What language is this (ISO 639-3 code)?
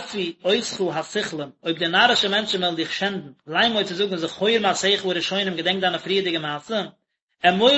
yid